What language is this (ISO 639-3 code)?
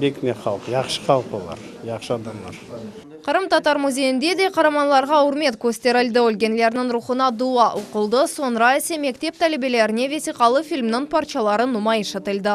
crh